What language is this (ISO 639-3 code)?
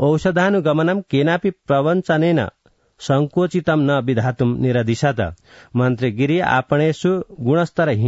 san